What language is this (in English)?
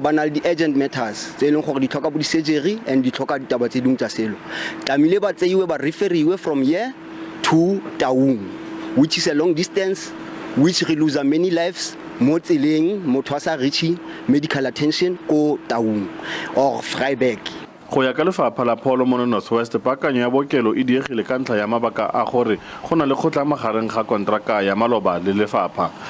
Tswana